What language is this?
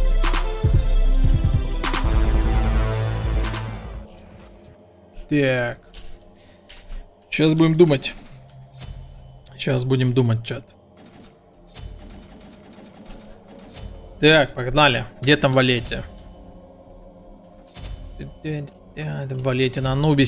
Russian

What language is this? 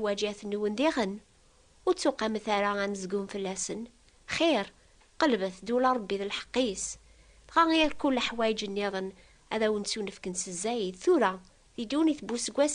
Kabyle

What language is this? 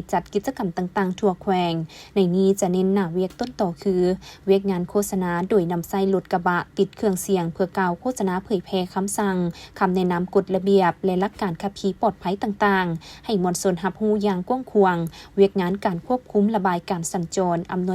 Lao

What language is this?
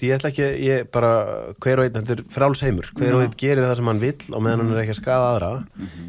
Icelandic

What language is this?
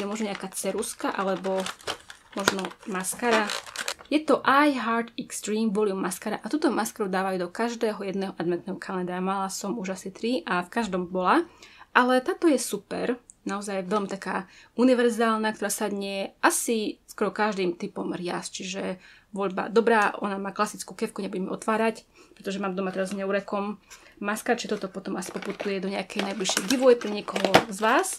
Slovak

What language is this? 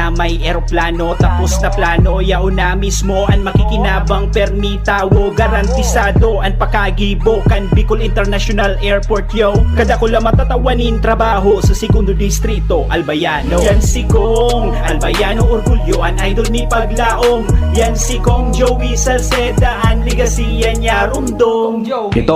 Bikol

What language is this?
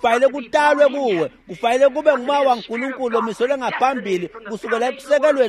Swati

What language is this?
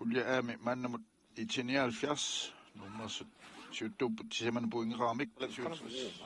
Kalaallisut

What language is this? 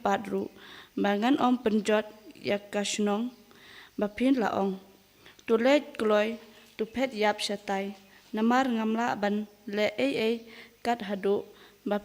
Khasi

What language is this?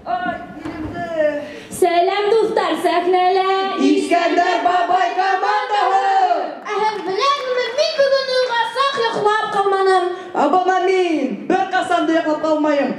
Bashkir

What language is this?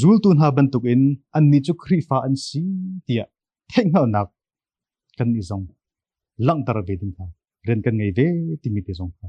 Hakha Chin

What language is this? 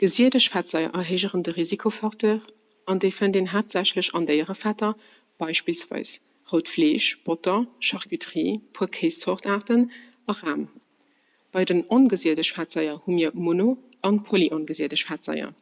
Luxembourgish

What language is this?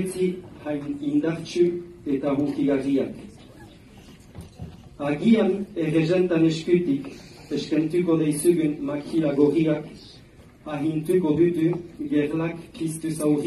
Basque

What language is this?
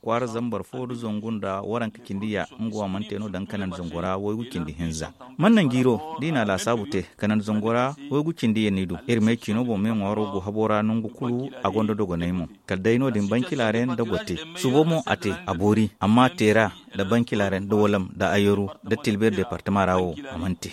Zarma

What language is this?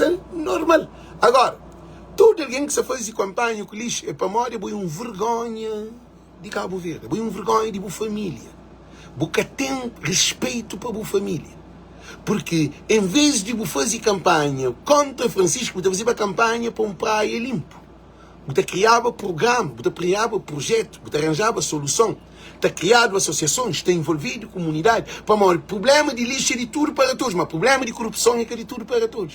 Kabuverdianu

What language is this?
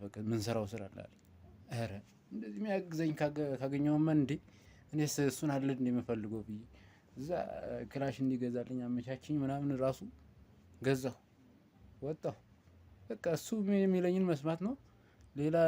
Amharic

